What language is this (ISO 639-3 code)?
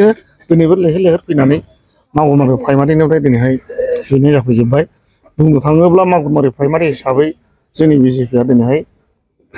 brx